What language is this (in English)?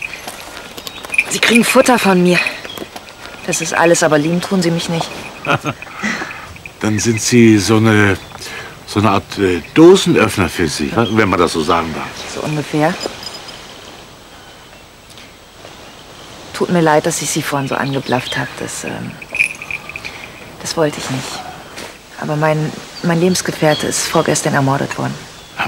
German